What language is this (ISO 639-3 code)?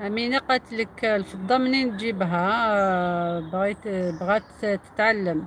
arq